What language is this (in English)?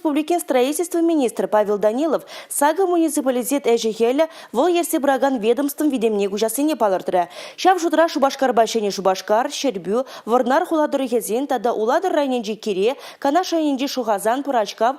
Chuvash